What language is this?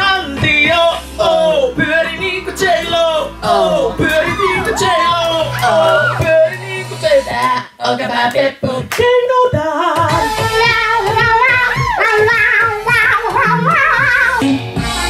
Finnish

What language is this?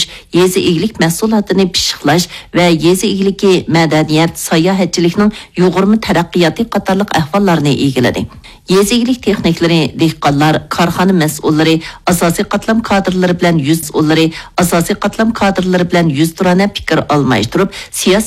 Uyghur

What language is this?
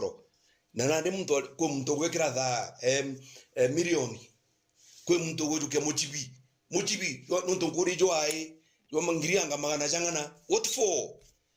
Meru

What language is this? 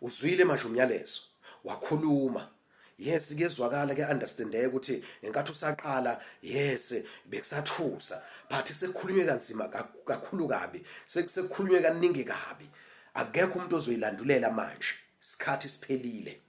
Zulu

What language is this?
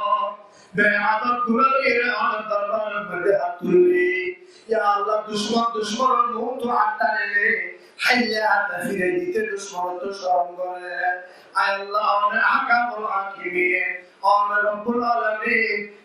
Rohingya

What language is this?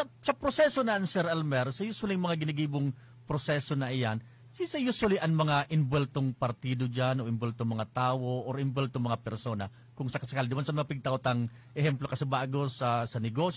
Bikol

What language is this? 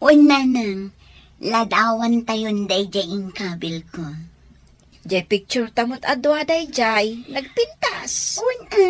Iloko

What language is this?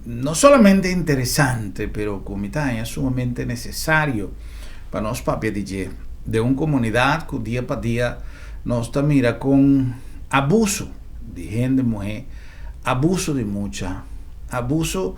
Papiamento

